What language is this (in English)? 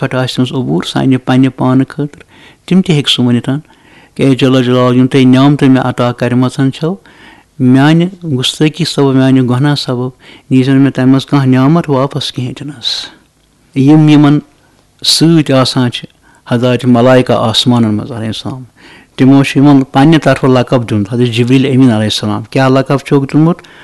Kashmiri